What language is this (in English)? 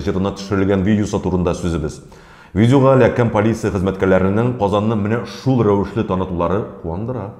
Tatar